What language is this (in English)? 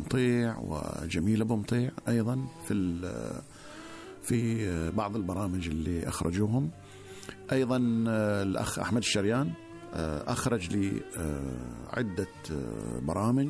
Gulf Arabic